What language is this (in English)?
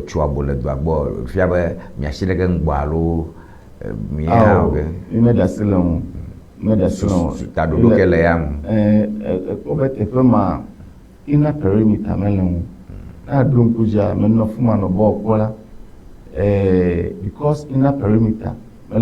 Ewe